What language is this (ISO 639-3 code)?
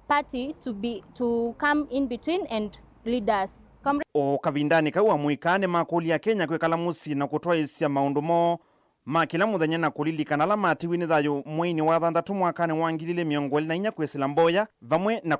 kam